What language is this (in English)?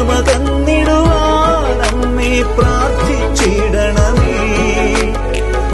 Malayalam